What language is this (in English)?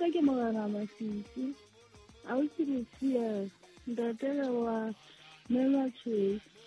Southern Sotho